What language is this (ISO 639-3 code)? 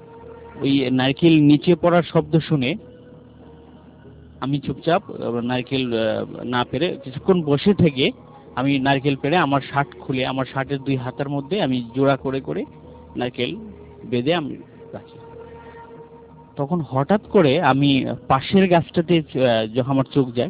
ben